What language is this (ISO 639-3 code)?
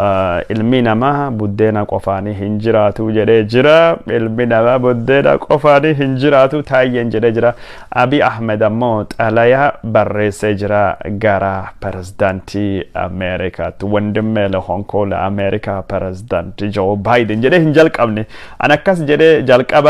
orm